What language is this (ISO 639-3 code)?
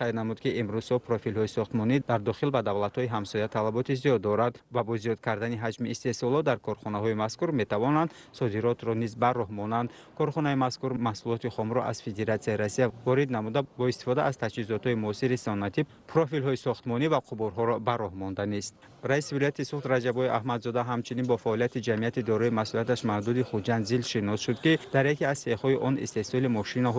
tgk